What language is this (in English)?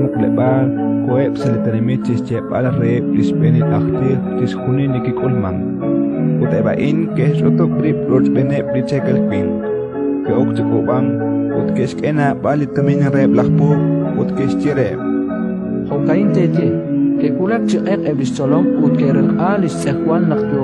Kekchí